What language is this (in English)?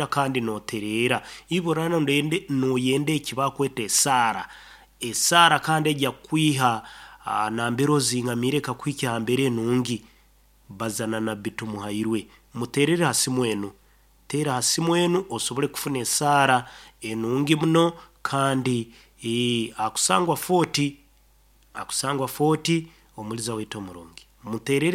Nyoro